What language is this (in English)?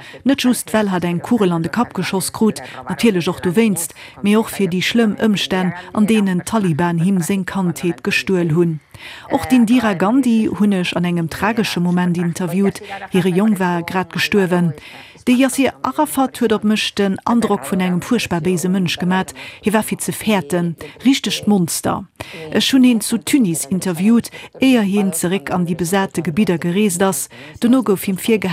Luxembourgish